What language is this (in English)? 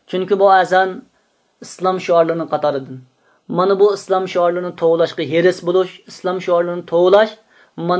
Uyghur